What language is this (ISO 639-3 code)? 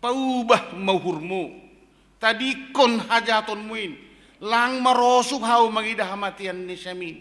bts